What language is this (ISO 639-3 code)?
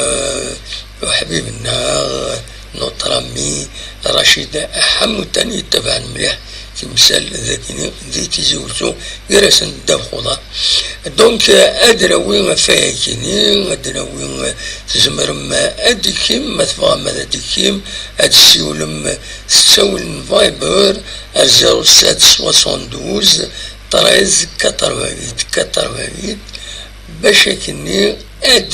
kab